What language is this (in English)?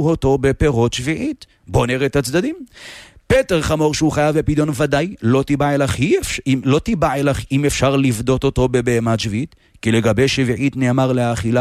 Hebrew